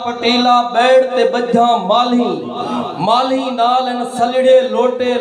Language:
Saraiki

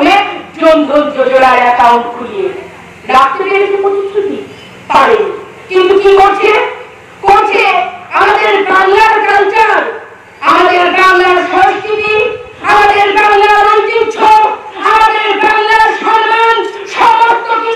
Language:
Bangla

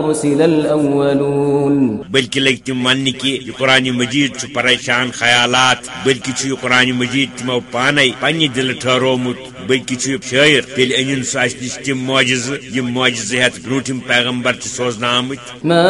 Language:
Kashmiri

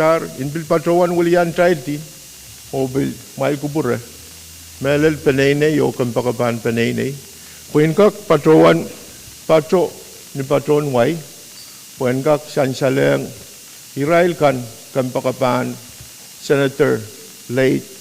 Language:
Pohnpeian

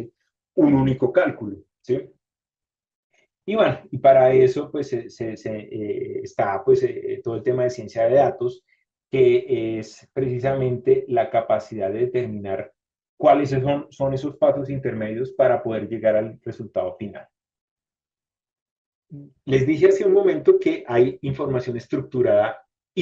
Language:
Spanish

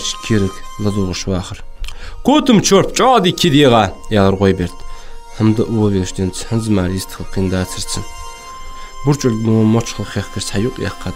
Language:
Ingush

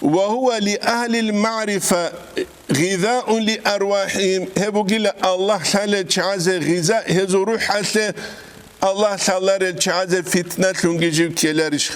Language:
Avaric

